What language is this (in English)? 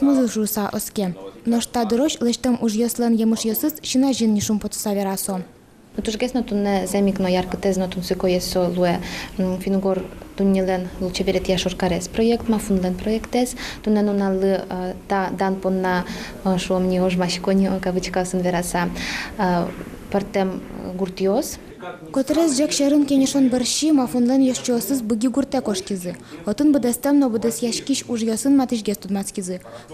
Udmurt